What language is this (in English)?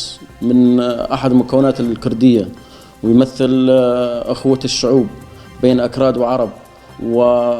Kurdish